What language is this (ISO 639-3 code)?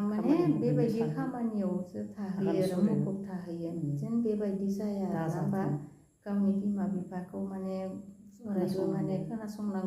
brx